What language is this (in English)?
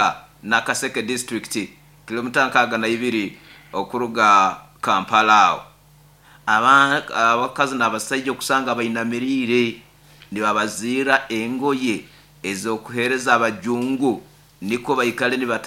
Nyoro